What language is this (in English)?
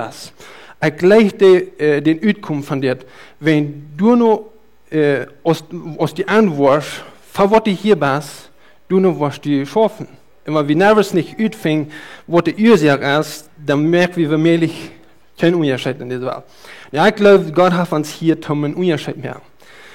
Plautdietsch